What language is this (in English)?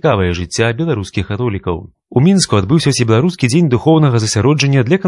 Belarusian